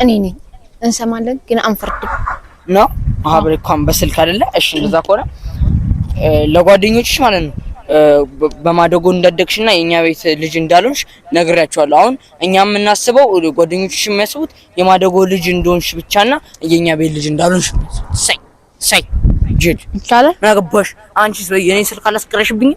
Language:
Amharic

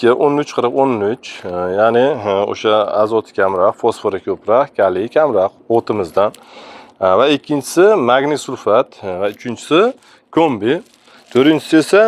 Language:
Uzbek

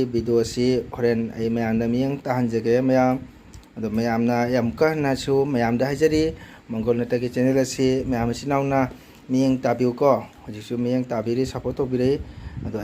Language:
Manipuri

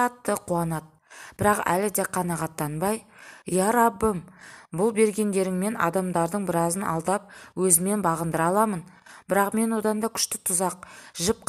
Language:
Kazakh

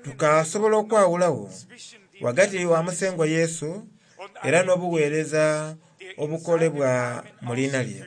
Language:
Soga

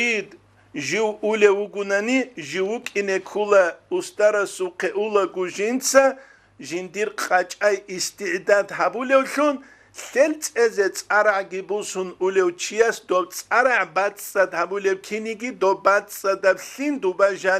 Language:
Avaric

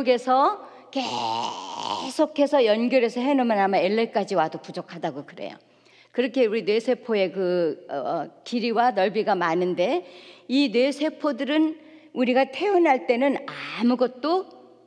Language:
Korean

